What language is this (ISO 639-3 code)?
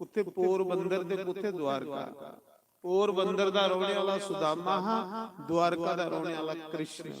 doi